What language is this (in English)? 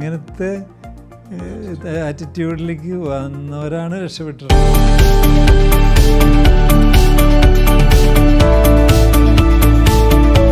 Malayalam